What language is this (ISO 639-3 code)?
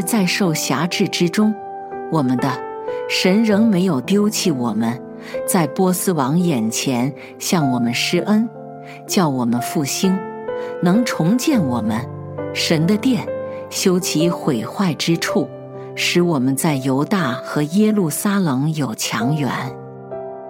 zho